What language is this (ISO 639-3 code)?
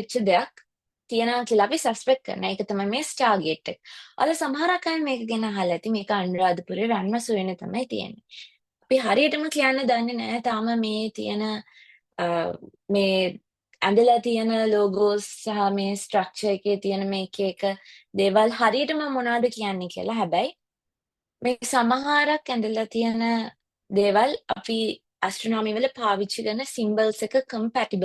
sin